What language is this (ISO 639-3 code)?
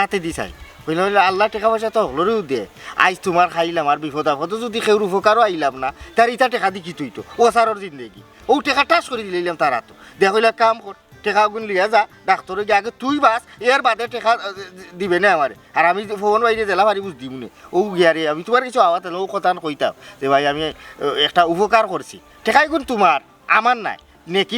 syl